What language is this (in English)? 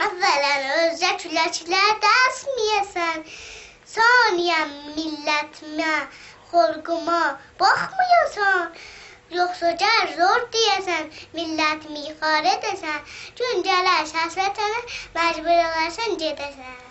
South Azerbaijani